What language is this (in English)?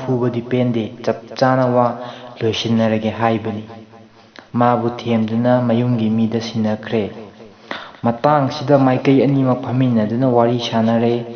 Manipuri